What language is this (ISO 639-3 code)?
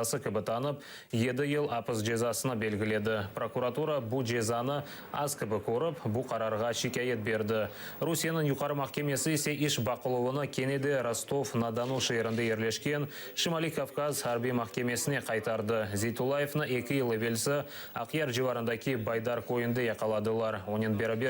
crh